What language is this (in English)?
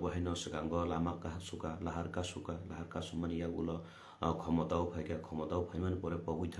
Kok Borok